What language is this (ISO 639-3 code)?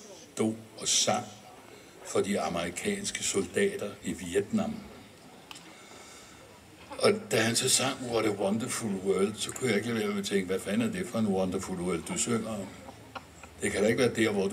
dan